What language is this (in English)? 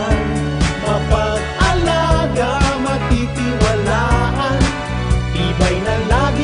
Bikol